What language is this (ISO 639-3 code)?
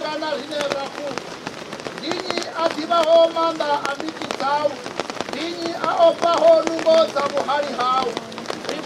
ven